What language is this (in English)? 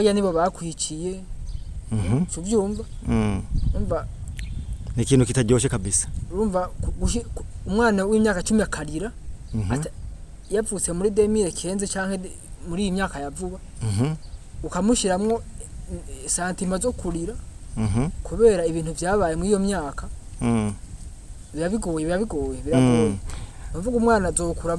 Rundi